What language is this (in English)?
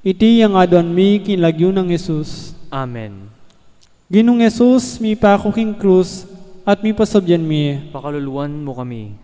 Pampanga